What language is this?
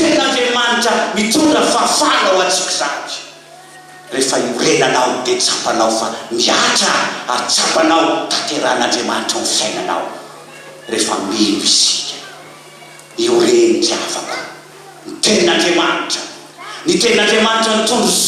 Malagasy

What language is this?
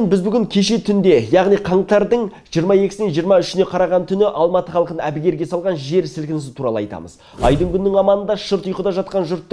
Kazakh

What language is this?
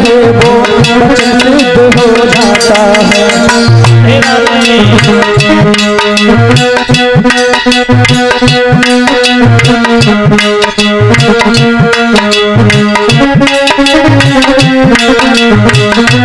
Hindi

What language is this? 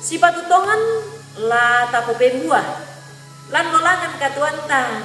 Toraja-Sa'dan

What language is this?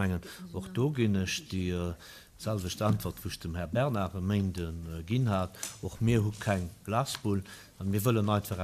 Luxembourgish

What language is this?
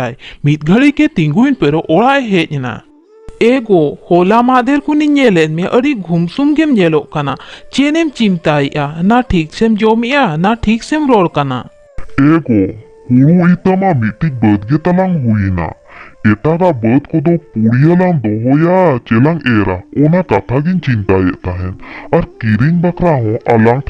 Santali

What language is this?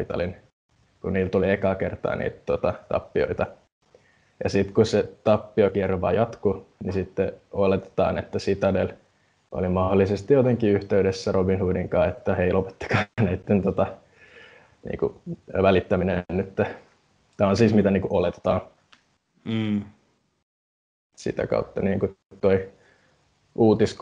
Finnish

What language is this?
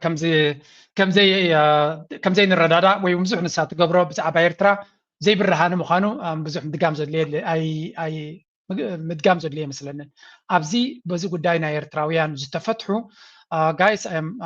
Tigrinya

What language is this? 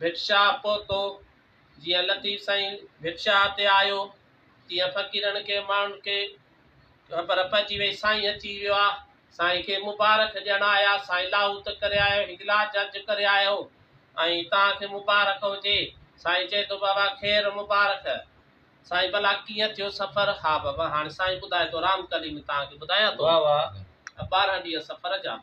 Sindhi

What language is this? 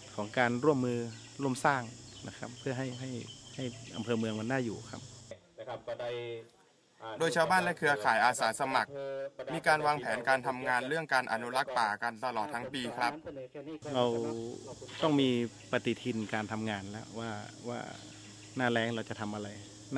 Thai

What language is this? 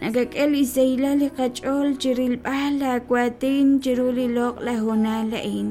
Kekchí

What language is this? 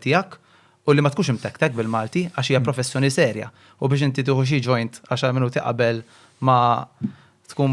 Maltese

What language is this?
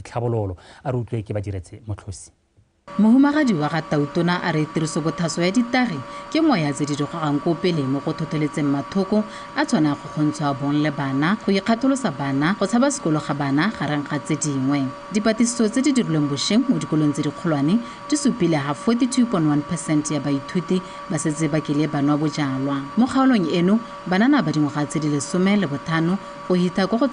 Tswana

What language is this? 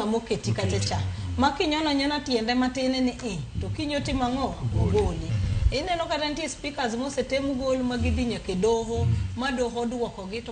Luo (Kenya and Tanzania)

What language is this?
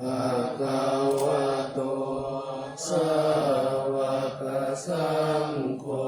Pali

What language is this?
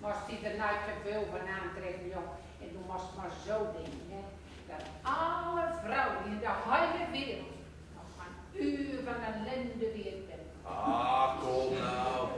Gronings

